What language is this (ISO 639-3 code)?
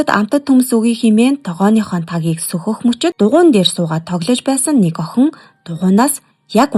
mon